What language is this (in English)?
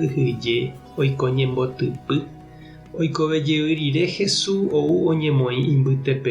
Guarani